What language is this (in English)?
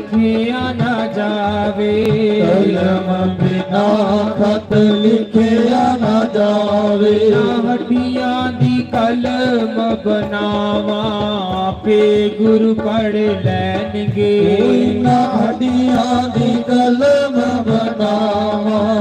Dogri